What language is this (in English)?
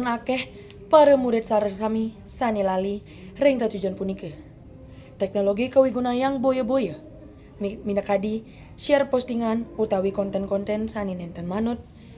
Balinese